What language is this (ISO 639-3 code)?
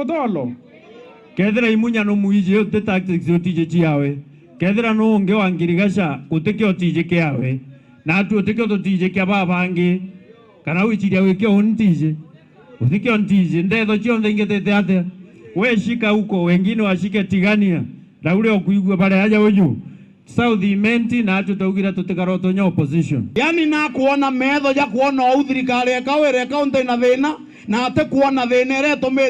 mer